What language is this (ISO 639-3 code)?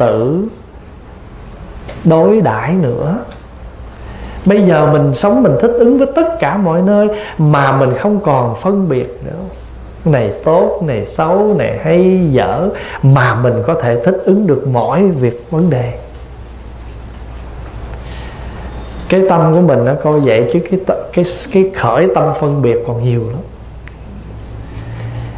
vie